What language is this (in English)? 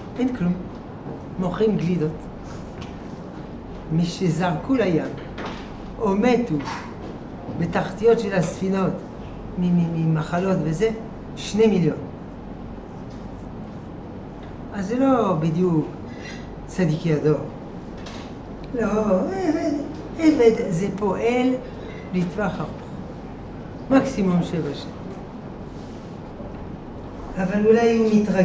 Hebrew